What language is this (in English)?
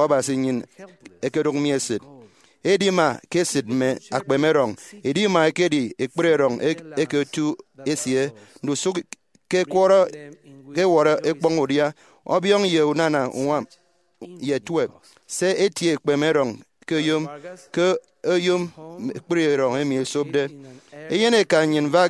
Efik